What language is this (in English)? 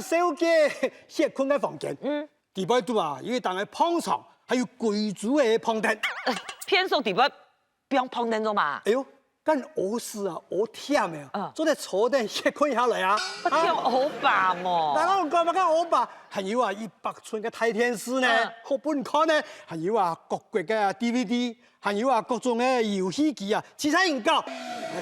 Hakka Chinese